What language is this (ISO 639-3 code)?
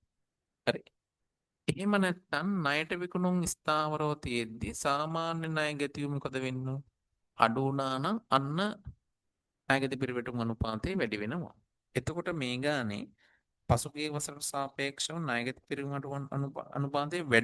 sin